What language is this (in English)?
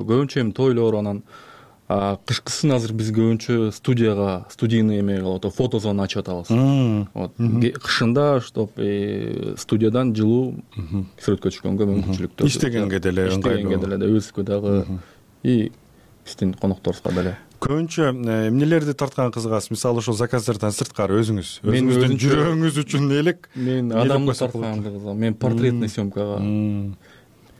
Kyrgyz